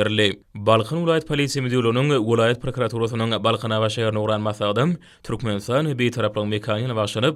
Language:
Turkmen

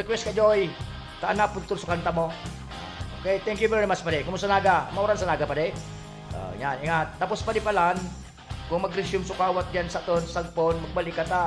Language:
Bikol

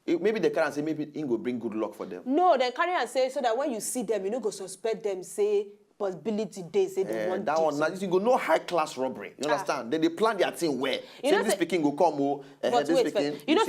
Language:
Nigerian Pidgin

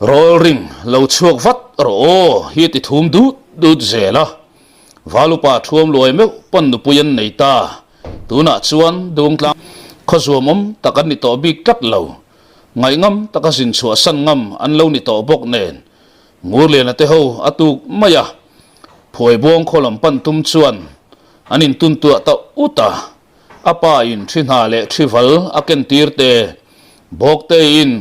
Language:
Mizo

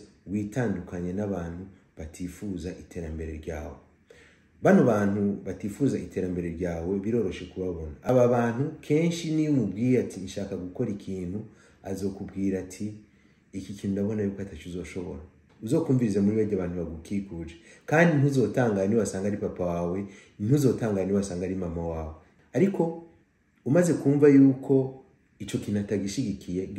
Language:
Rundi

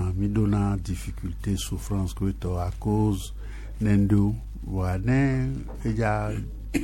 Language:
Gen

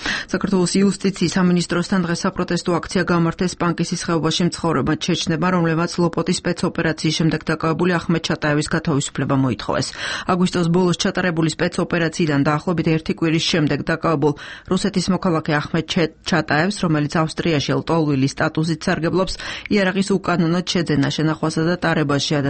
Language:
Georgian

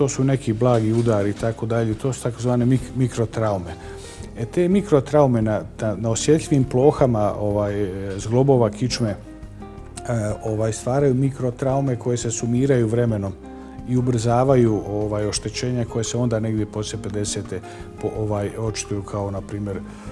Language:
Bosnian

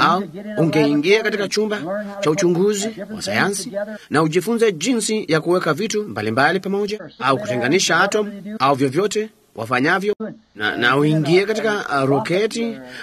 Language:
Swahili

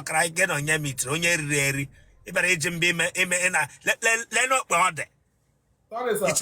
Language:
Igbo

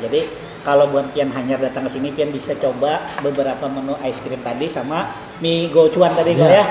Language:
Banjar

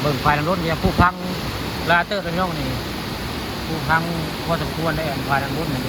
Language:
Northeastern Thai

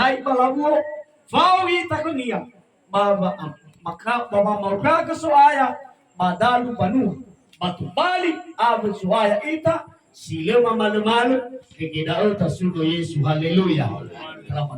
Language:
Nias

